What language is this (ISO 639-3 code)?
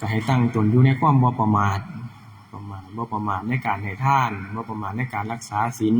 tts